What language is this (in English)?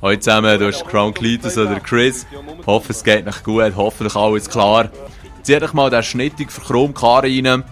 Swiss German